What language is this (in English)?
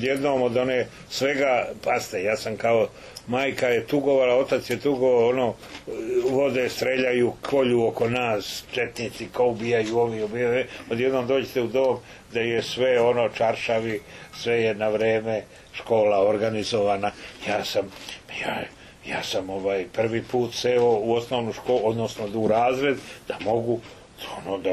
Serbian